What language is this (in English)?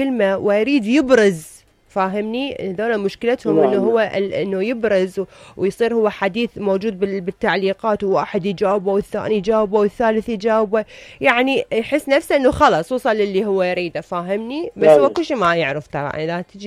Mesopotamian Arabic